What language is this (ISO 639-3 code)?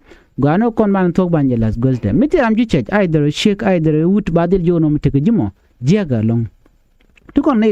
nus